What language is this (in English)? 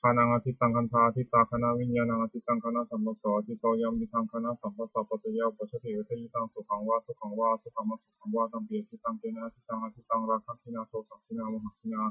Pali